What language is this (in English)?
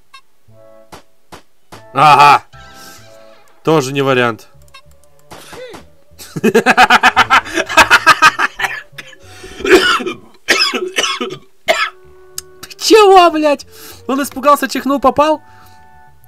Russian